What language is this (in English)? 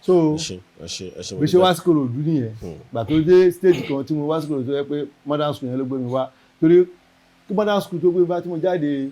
Yoruba